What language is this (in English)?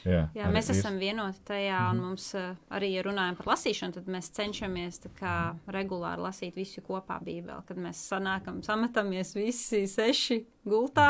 Latvian